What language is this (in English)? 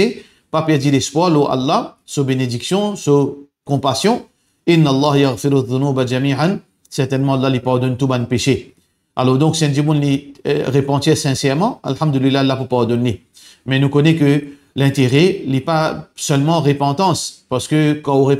Morisyen